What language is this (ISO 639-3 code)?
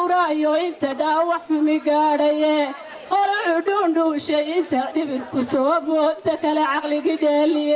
som